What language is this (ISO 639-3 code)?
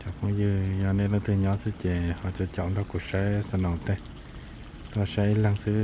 hmn